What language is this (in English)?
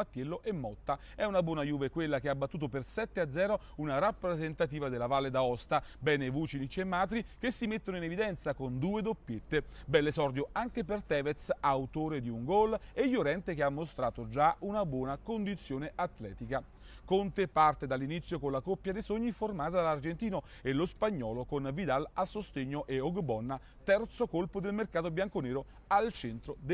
Italian